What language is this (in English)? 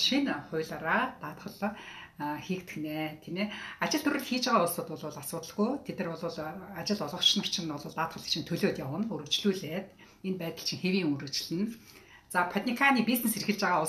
Mongolian